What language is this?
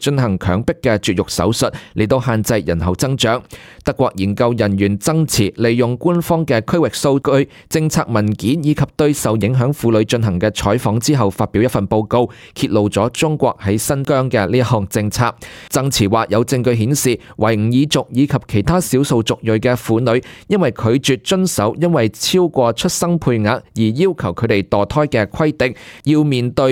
Cantonese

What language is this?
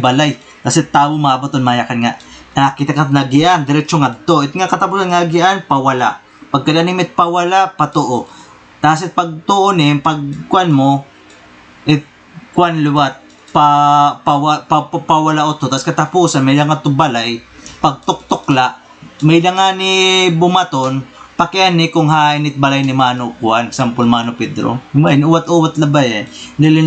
Waray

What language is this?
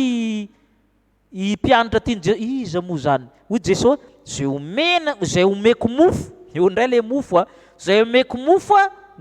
Malagasy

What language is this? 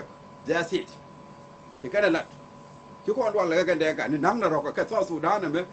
Nuer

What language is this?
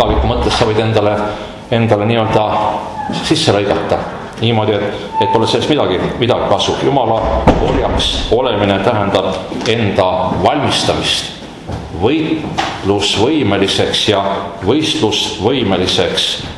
Estonian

